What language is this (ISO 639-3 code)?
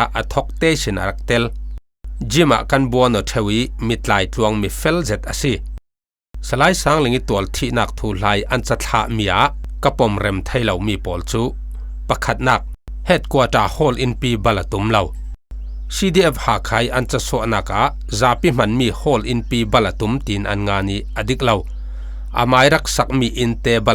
cfm